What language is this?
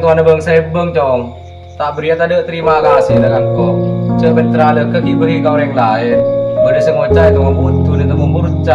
Madurese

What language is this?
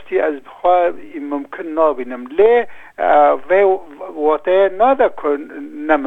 Kurdish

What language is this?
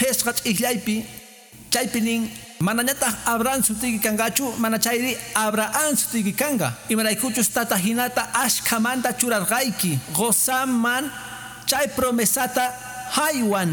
Quechua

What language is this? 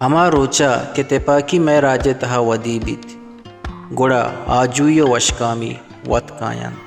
Baluchi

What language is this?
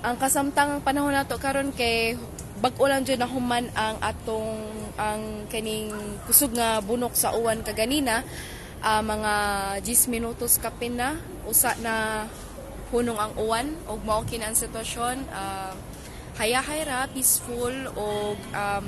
Cebuano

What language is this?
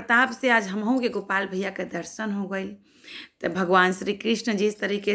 Bhojpuri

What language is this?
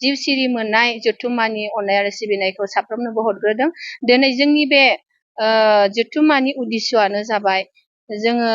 Bodo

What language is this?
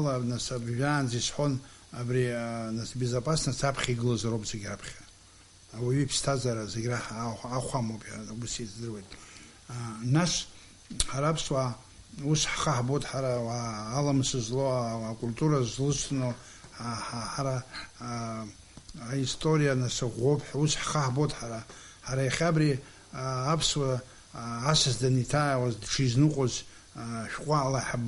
Abkhazian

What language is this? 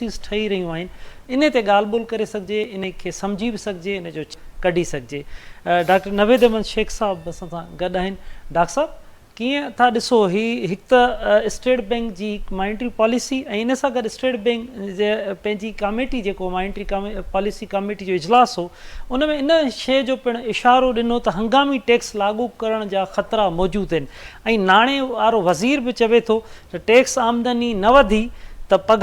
Sindhi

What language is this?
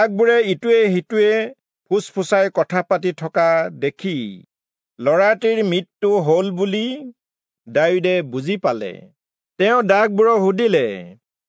Assamese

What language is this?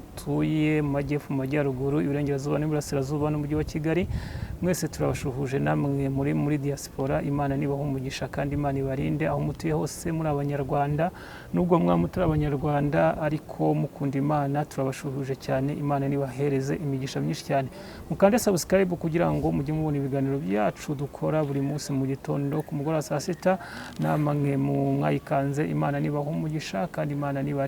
Kinyarwanda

